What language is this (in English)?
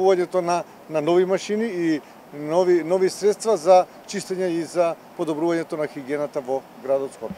Macedonian